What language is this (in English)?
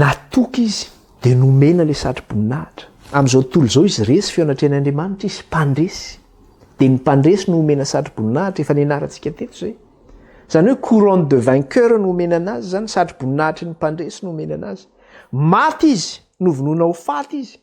Malagasy